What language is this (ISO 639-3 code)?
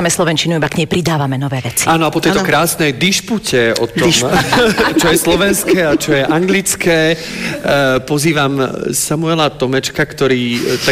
slk